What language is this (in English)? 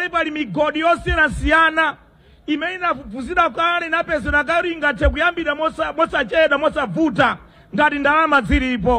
Nyanja